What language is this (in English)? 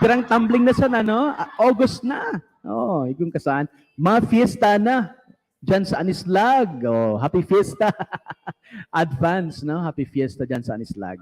Bikol